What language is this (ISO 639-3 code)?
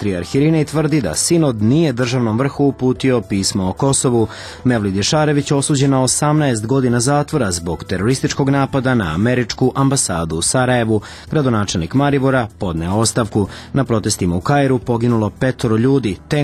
srp